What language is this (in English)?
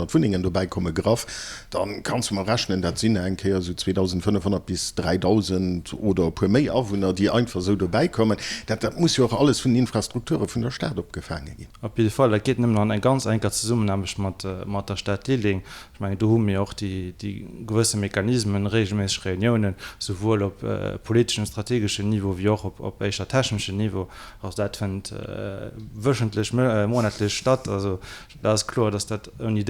Luxembourgish